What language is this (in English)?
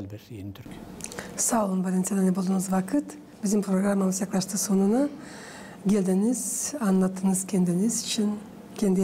Gagauz